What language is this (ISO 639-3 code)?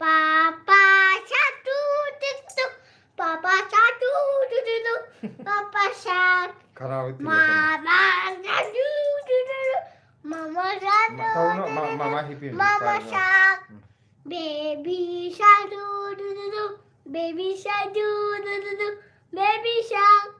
mni